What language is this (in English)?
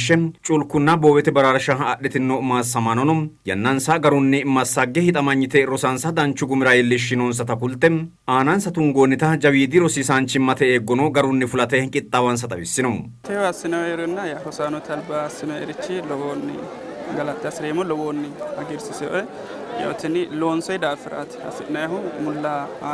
Sidamo